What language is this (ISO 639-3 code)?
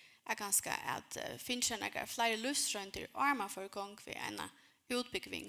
fao